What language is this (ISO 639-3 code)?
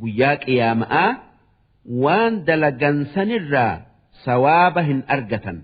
orm